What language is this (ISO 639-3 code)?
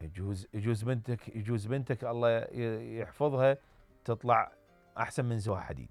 acm